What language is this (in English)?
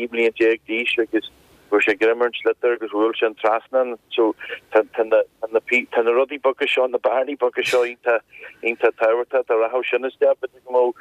Irish